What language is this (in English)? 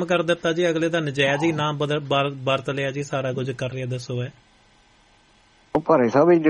Punjabi